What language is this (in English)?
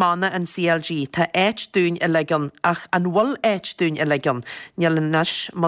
Irish